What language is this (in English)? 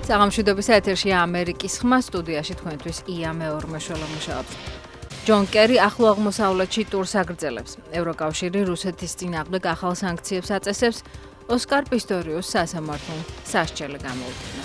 Georgian